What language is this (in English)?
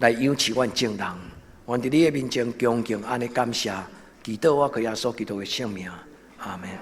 Min Nan Chinese